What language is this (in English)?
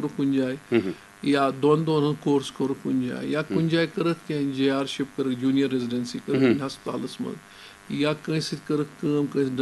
Kashmiri